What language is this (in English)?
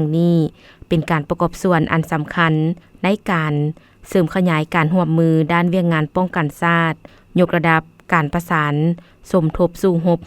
Lao